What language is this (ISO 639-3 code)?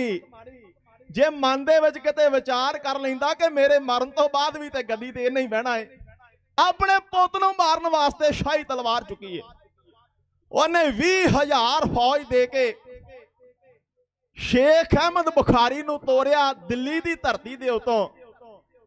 pan